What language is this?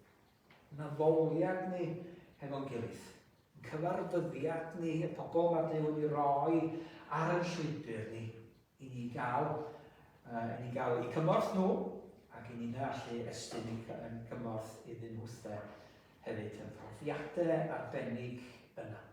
Welsh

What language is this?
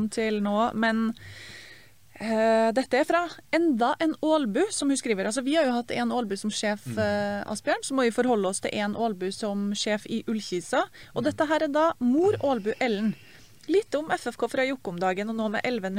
Norwegian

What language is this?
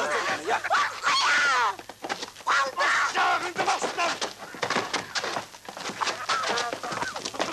Kyrgyz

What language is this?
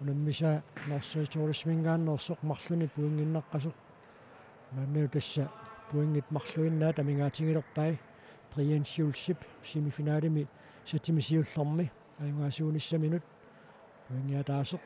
Kalaallisut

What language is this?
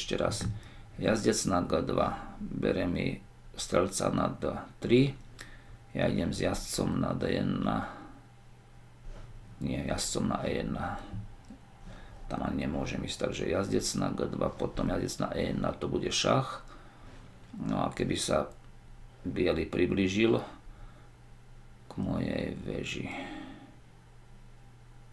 Slovak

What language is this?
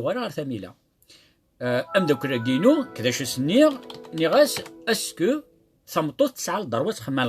Kabyle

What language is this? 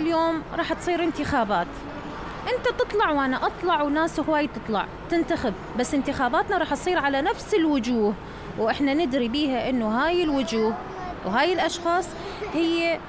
Mesopotamian Arabic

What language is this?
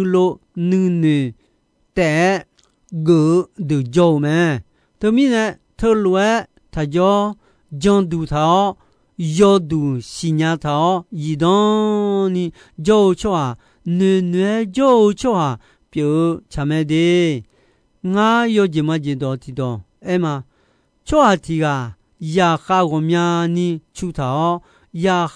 Akha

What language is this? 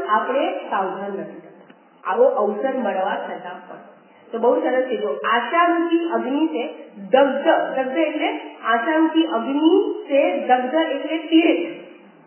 Gujarati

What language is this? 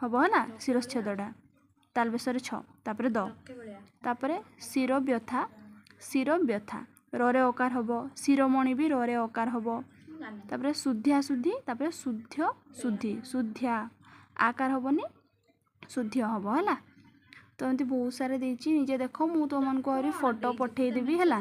Odia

